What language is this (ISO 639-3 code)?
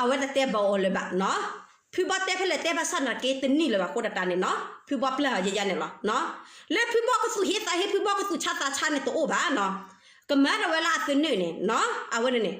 ksw